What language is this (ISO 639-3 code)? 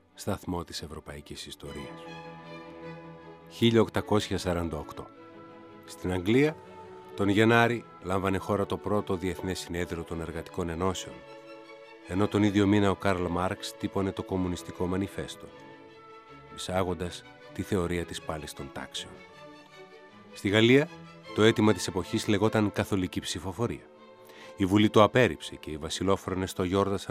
ell